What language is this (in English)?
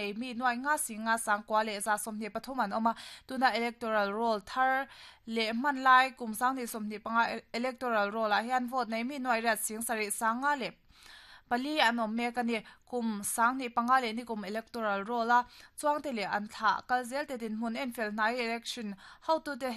Mizo